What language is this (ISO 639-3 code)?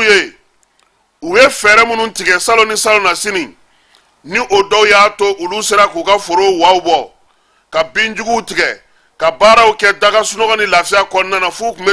bam